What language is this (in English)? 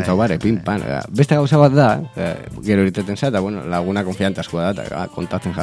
Basque